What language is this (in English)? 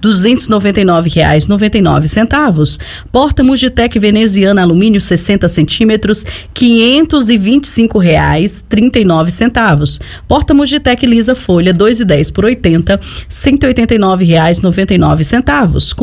Portuguese